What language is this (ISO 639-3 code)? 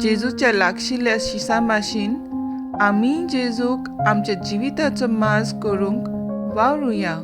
kok